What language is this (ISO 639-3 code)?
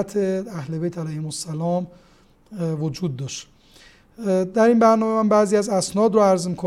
fas